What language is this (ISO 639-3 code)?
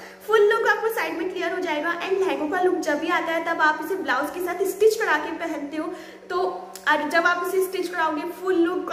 hin